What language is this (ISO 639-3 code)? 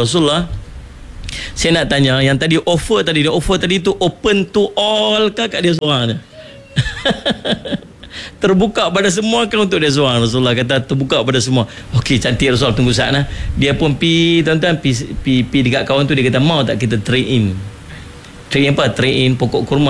msa